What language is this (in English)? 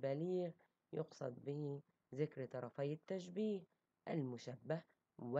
Arabic